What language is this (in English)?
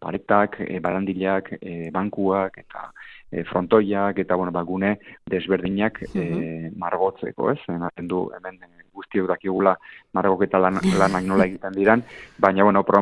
Basque